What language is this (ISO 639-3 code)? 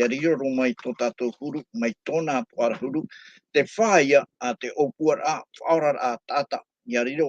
tah